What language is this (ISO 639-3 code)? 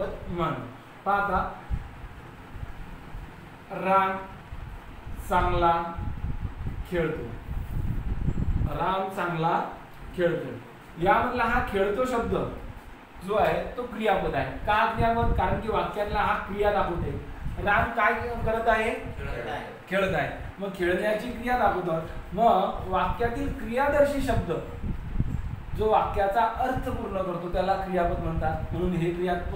mar